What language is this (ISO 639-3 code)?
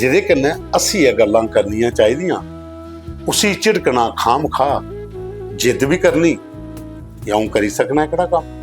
doi